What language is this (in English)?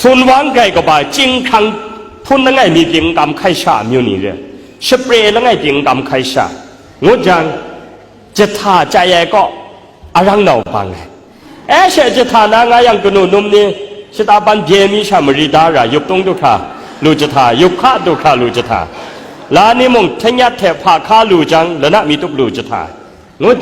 Kachin